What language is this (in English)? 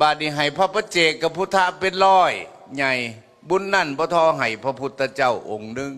Northeastern Thai